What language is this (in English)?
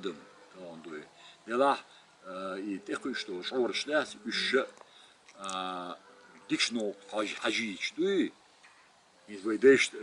Chechen